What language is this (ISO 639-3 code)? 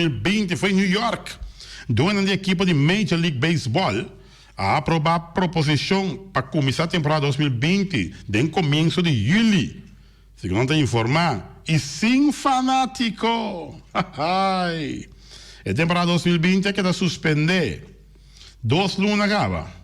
pap